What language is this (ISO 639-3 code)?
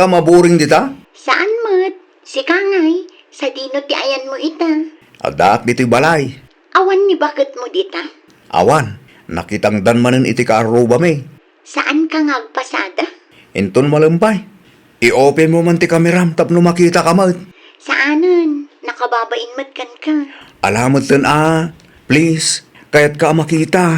ilo